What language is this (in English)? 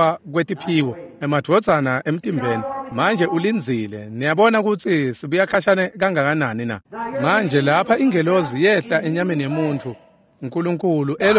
Swati